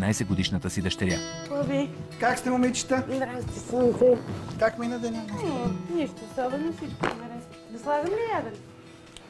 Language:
Bulgarian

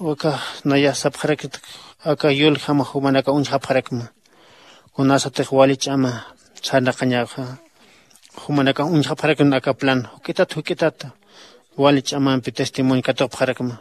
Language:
Aymara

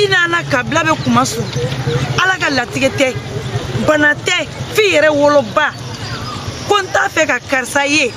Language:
Bambara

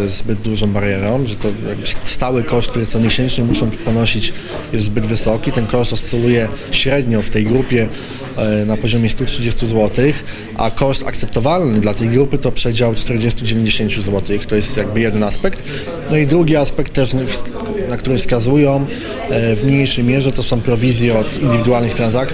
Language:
Polish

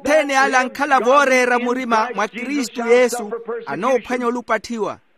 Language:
Makhuwa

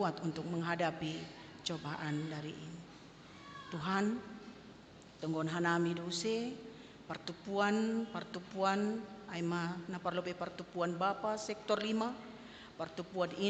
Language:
Batak Simalungun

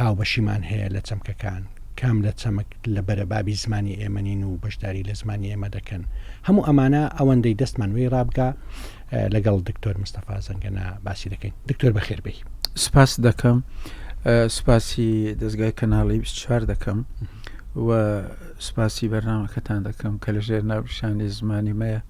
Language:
Central Kurdish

